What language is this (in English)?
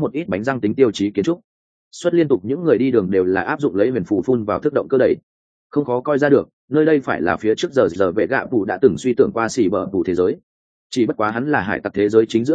Vietnamese